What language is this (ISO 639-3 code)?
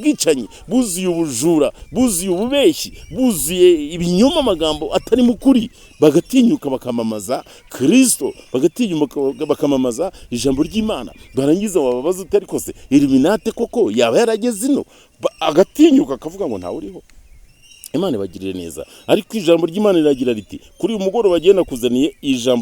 kin